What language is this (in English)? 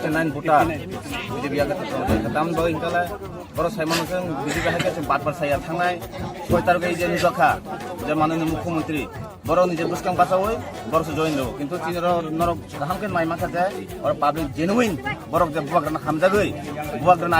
Kok Borok